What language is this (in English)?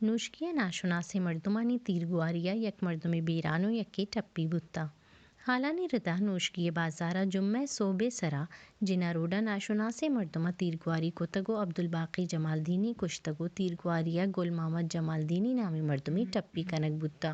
Baluchi